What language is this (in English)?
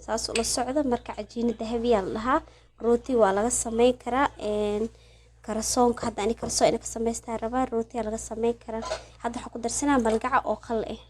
Somali